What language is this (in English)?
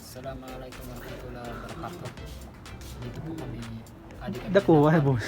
Waray